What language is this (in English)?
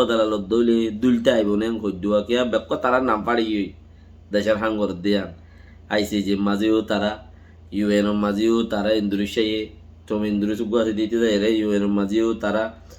Rohingya